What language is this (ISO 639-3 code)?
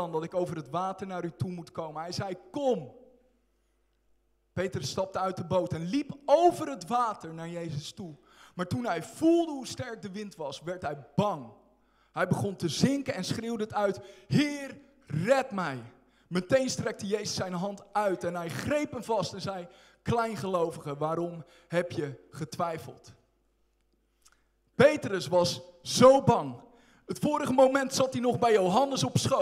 nld